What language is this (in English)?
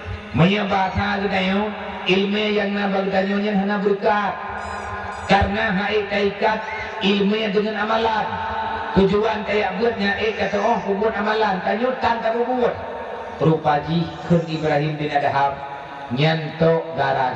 Achinese